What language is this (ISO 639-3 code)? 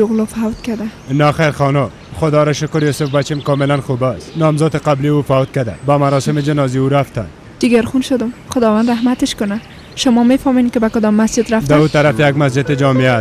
fas